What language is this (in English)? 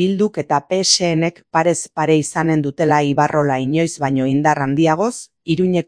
Basque